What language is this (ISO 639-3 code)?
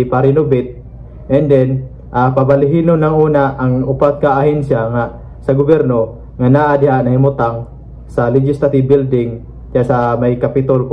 ceb